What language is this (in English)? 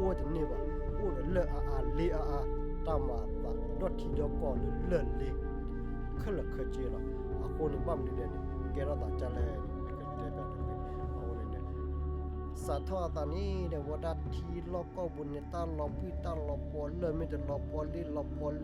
S'gaw Karen